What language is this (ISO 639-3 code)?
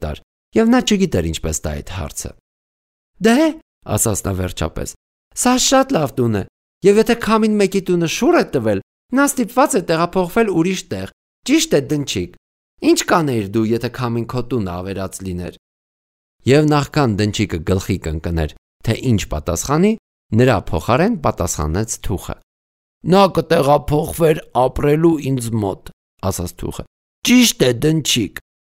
hye